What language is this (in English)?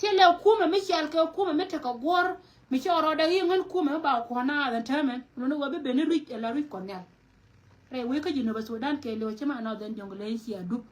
Nuer